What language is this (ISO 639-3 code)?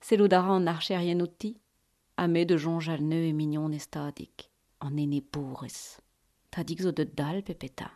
bre